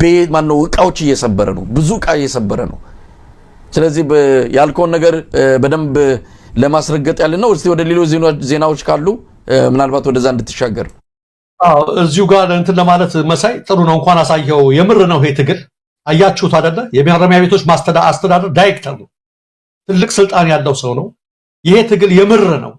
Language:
Amharic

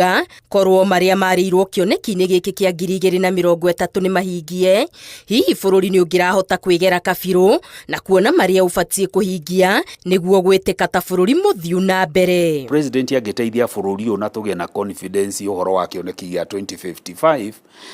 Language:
Kikuyu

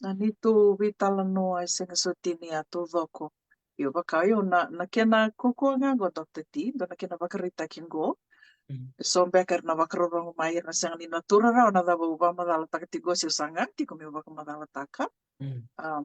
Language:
Fijian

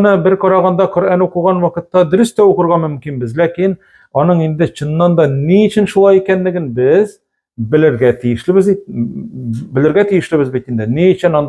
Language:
Tatar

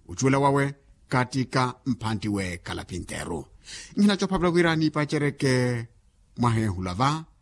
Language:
Makhuwa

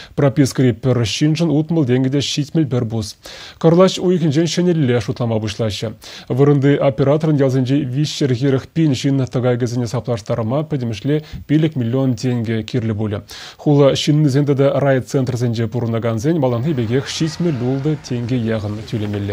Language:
Chuvash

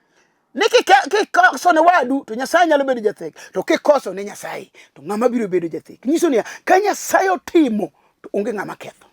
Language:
Luo (Kenya and Tanzania)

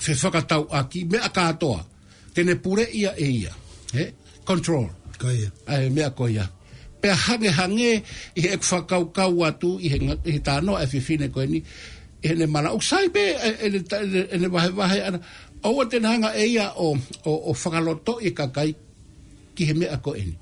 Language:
Tongan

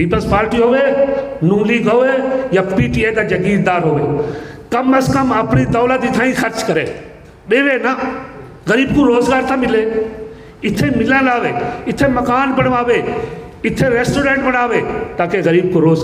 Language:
Saraiki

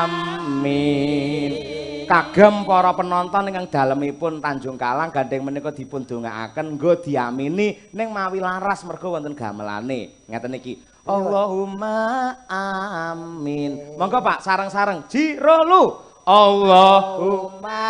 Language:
Javanese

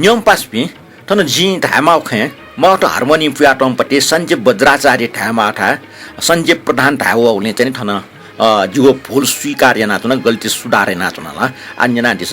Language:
Newari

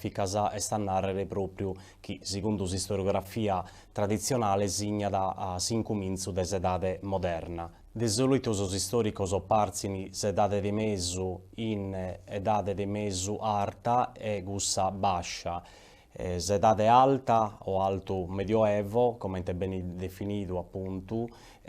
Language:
Sardinian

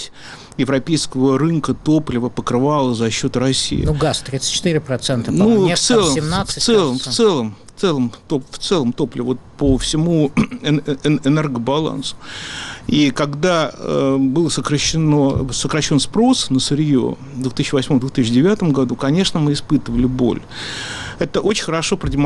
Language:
Russian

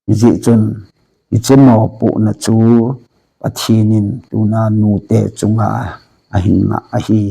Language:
Thado Chin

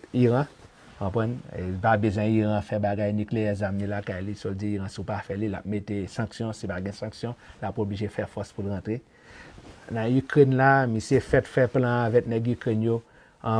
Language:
Haitian Creole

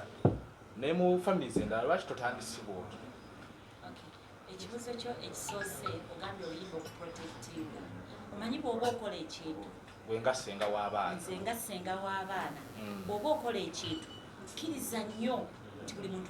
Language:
Ganda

